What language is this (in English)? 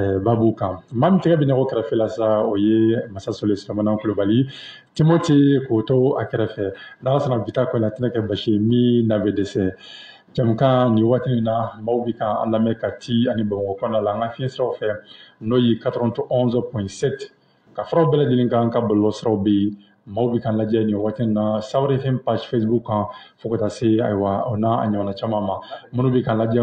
Bambara